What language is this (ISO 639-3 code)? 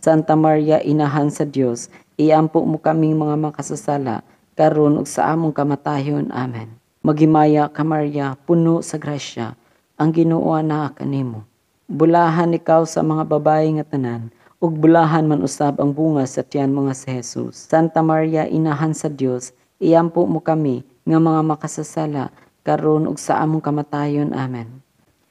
ceb